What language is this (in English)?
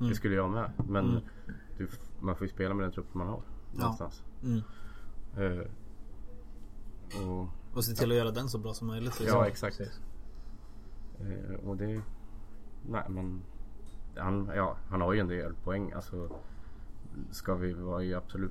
Swedish